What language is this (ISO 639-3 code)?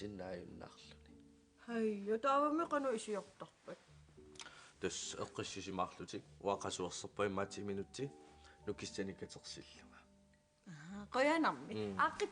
kal